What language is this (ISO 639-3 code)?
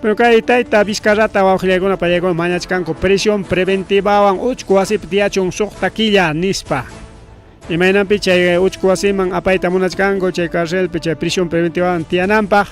quy